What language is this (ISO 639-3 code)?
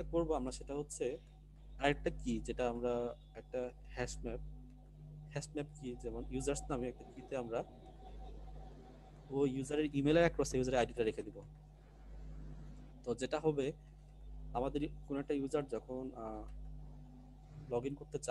ben